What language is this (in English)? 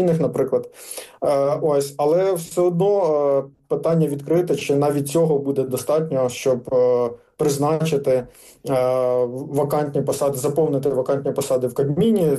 Ukrainian